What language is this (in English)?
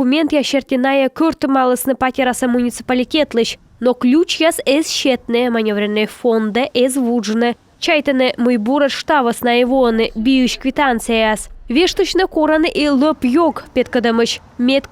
Komi